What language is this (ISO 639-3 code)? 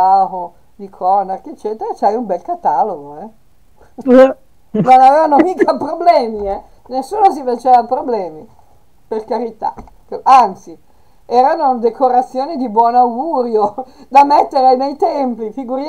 ita